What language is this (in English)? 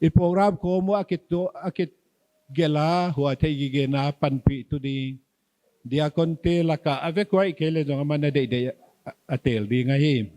Paite Chin